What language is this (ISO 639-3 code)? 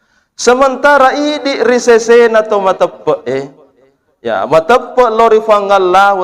bug